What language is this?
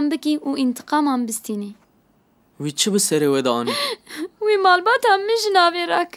Kurdish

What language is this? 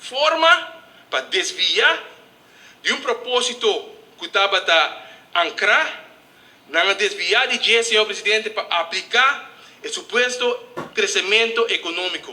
Papiamento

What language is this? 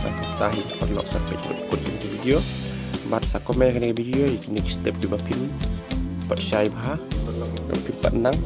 Khasi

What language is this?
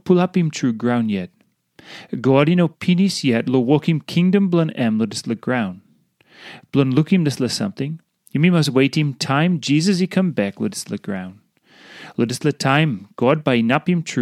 Tok Pisin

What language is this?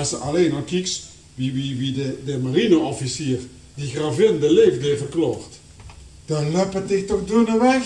Limburgish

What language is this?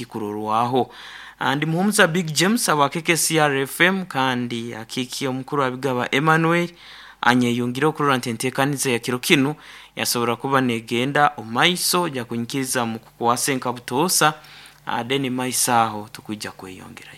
Nyoro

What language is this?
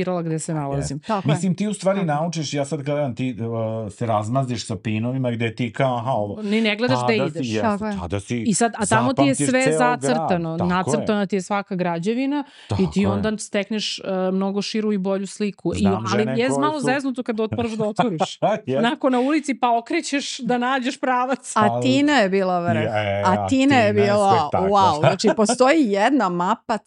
Serbian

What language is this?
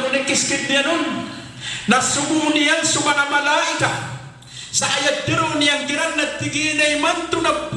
Maranao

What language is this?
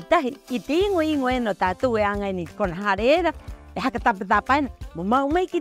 Rapanui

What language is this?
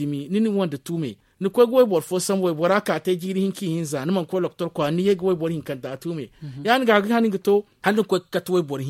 Zarma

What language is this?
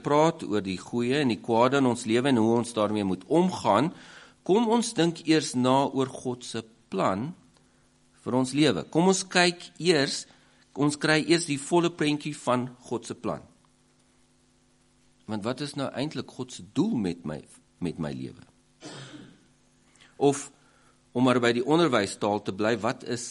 Afrikaans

